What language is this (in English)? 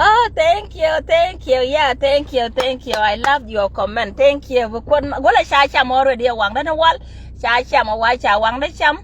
Nuer